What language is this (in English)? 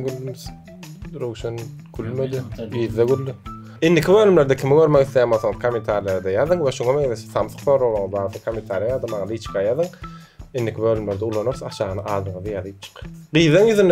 Turkmen